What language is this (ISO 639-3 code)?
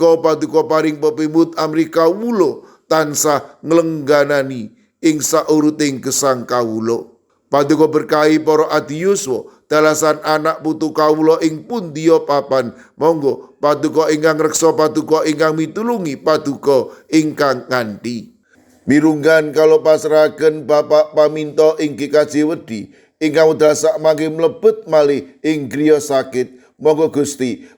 jav